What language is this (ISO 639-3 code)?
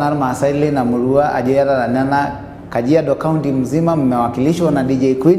mas